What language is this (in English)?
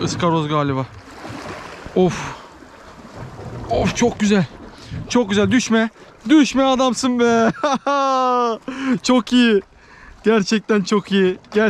Turkish